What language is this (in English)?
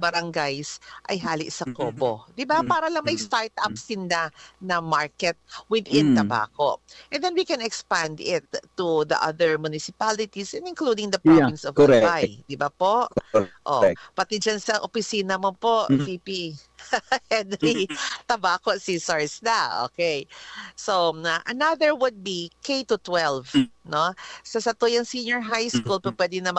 Bikol